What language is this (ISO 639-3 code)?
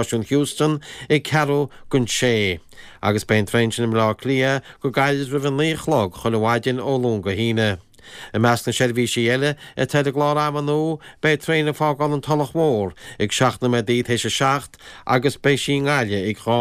gle